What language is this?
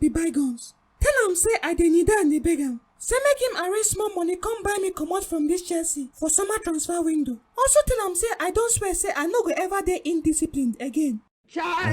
Nigerian Pidgin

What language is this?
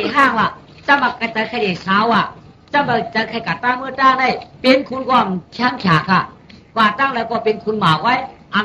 Shan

